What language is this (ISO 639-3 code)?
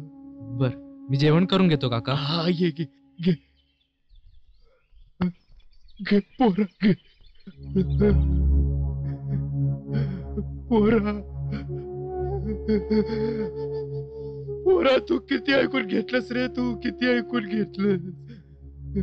mar